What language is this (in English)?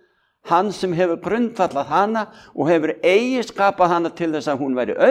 Icelandic